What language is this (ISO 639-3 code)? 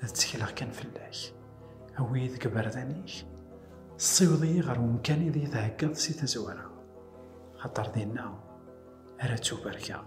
kab